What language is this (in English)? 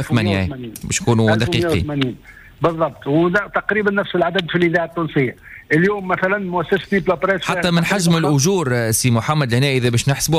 Tunisian Arabic